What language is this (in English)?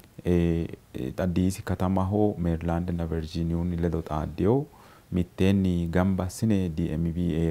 Sidamo